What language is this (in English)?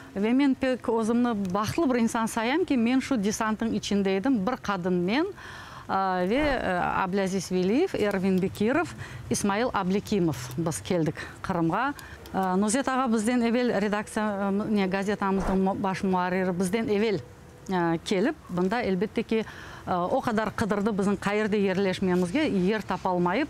Crimean Tatar